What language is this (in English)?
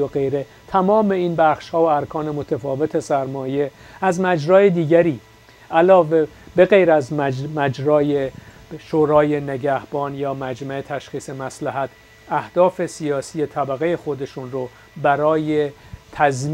Persian